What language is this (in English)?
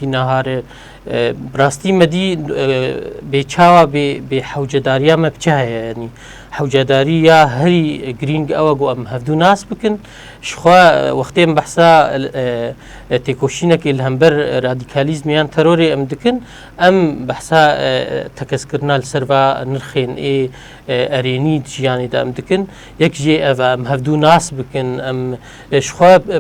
Kurdish